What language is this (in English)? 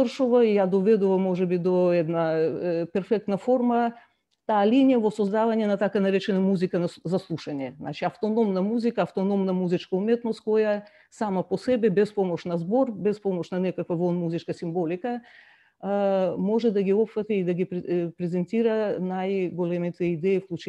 Macedonian